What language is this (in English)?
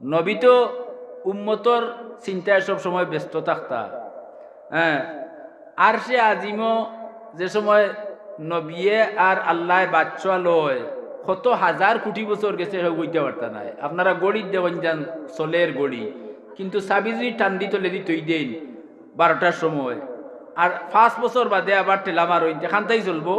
Sylheti